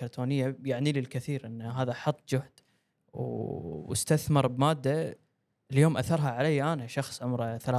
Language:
Gulf Arabic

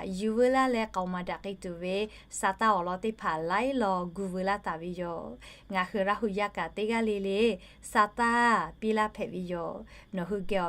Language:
Lahu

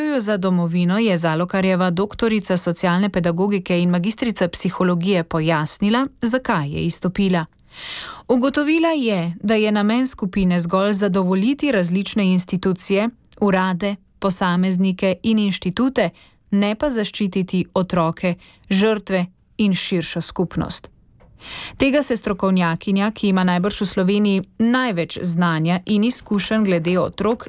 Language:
Slovenian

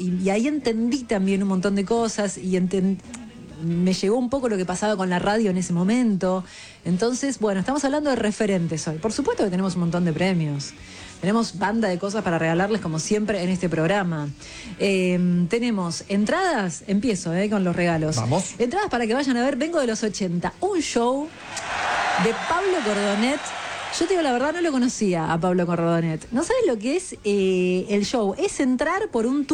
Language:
Spanish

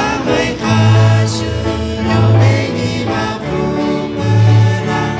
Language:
Lahu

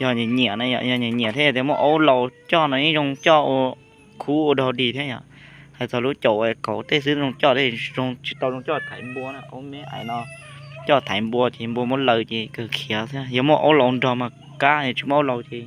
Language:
Hmong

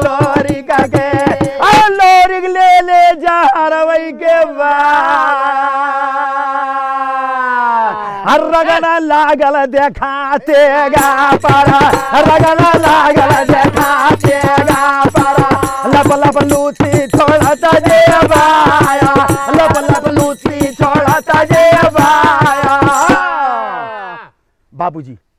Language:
Bhojpuri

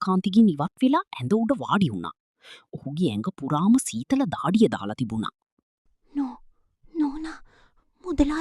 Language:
Sinhala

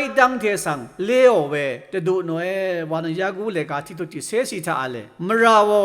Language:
Rawang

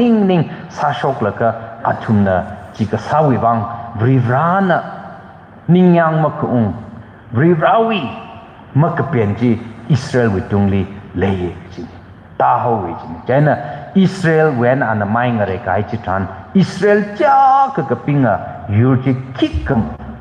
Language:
Tangkhul Naga (India)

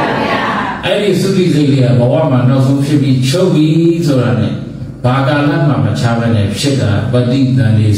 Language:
Burmese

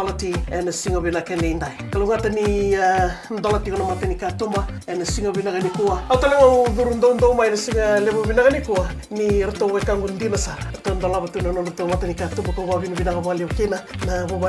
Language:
Fijian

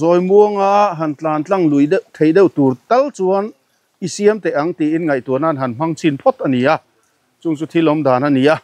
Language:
Mizo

